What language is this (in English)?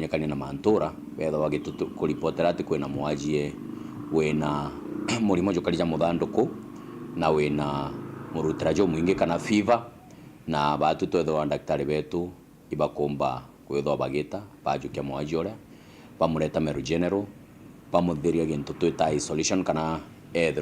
Meru